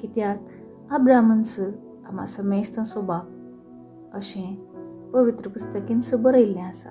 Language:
Konkani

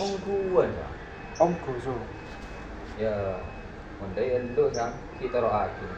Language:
Madurese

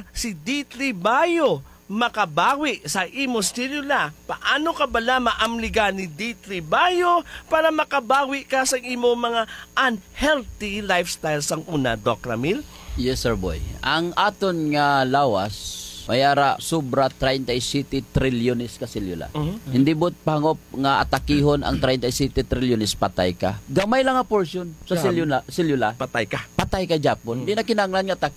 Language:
Hiligaynon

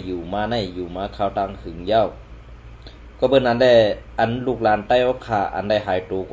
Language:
Shan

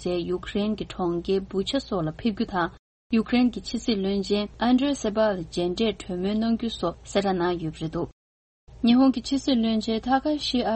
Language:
Tibetan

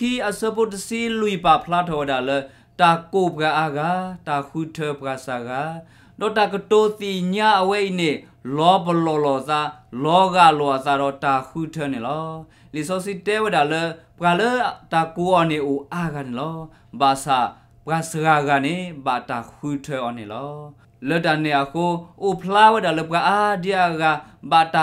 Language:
S'gaw Karen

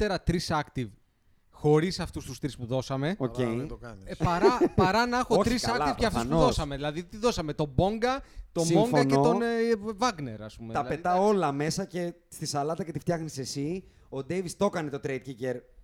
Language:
Greek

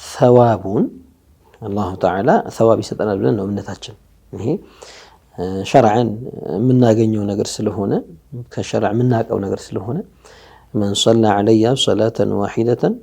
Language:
Amharic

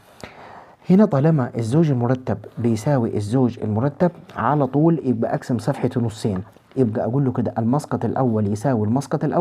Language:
Egyptian Arabic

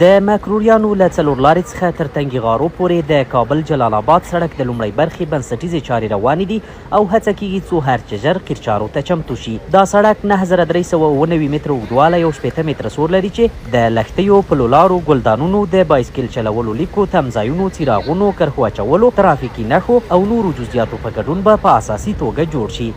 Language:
Pashto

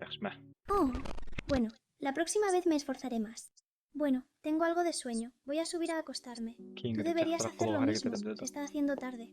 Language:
Kara-Kalpak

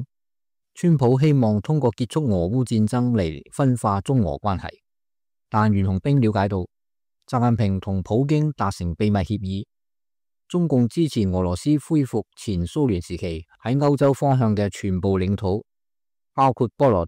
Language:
Cantonese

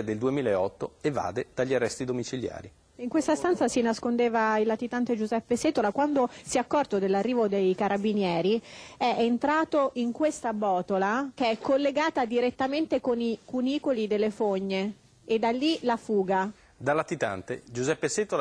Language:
Italian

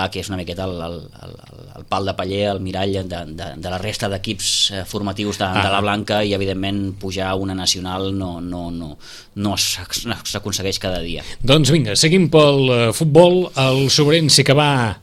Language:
Catalan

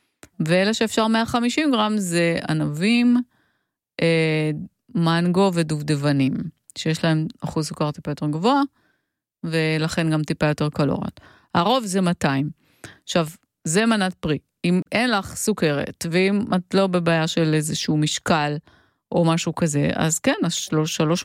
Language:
Hebrew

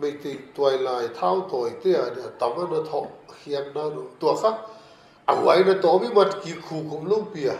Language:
Paite Chin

